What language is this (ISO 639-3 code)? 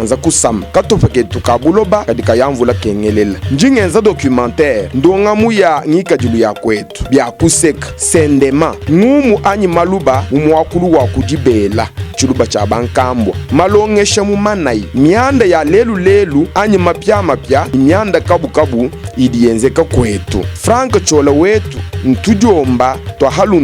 lua